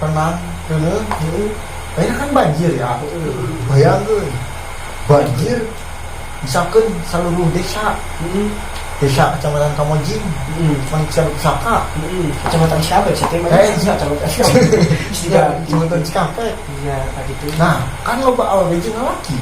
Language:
Sundanese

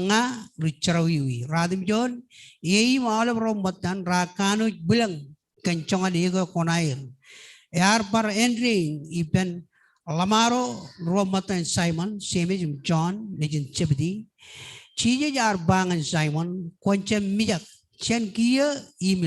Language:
Marshallese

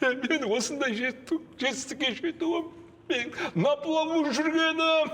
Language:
Kazakh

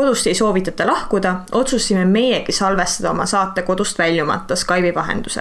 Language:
Estonian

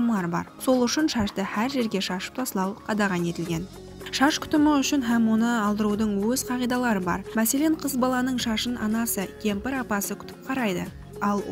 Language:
Kara-Kalpak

